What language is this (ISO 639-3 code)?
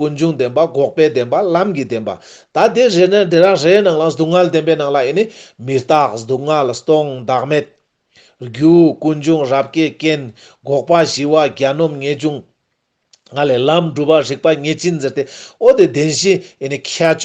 lbj